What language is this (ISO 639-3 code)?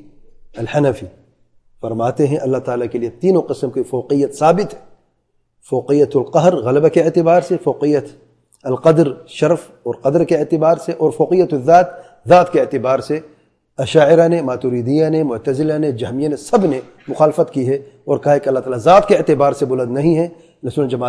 urd